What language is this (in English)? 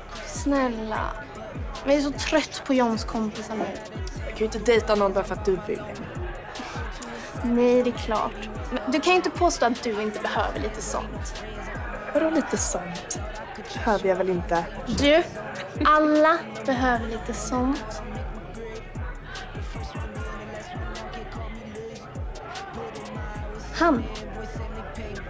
Swedish